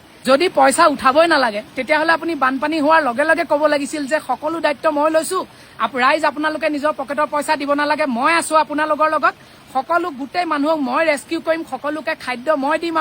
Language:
Assamese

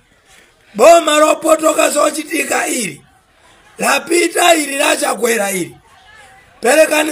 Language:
Nyanja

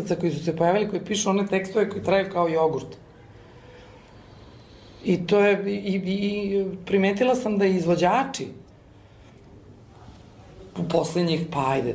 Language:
Serbian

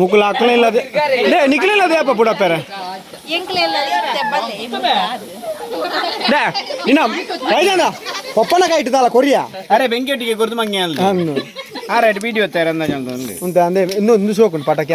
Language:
Tulu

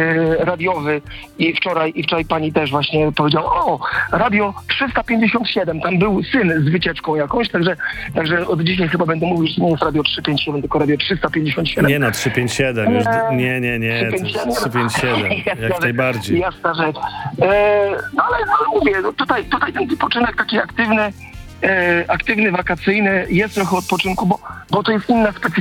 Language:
Polish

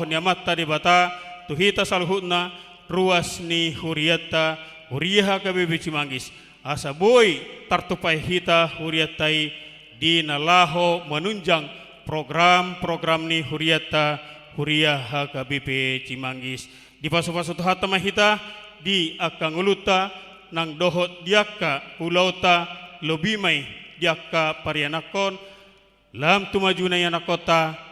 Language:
Batak Toba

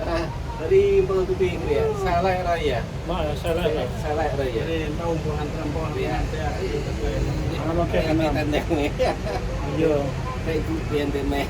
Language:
Central Mnong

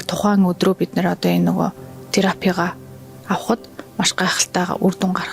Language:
Mongolian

